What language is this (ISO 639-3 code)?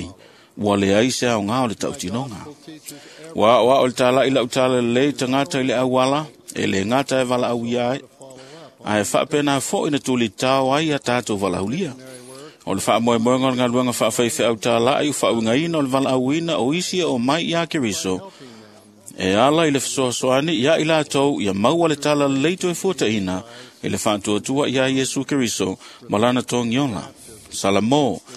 smo